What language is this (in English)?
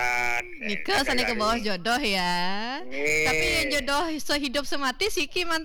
Balinese